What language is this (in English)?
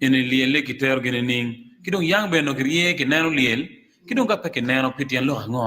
Acoli